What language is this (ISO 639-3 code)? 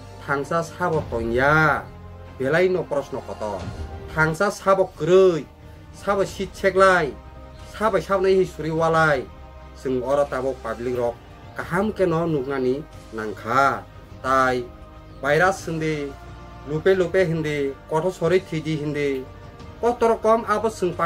trp